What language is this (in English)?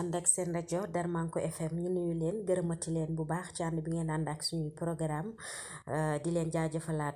Wolof